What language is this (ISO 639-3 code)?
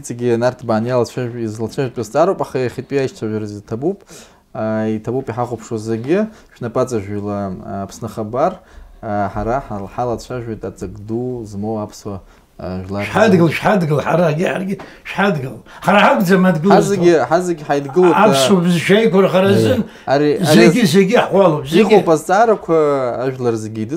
abk